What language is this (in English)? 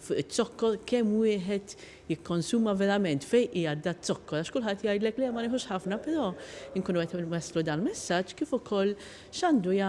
Maltese